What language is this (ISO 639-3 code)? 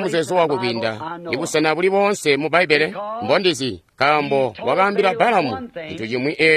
toi